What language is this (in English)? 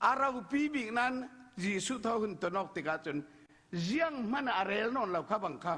Falam Chin